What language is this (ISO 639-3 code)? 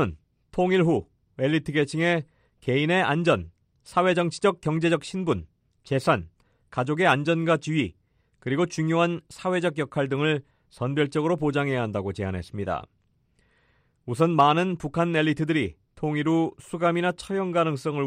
kor